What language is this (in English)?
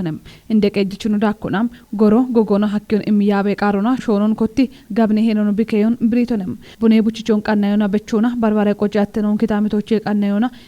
Kafa